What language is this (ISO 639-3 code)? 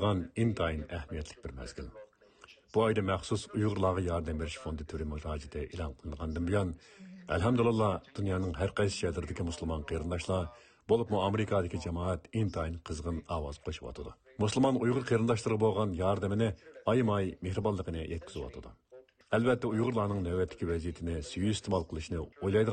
uig